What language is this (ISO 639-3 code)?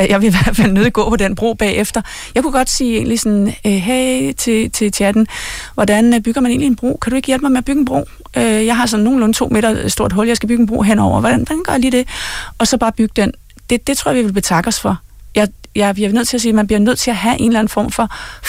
dan